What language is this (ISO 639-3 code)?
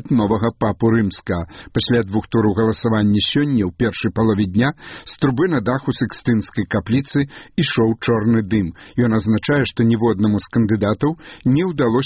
bel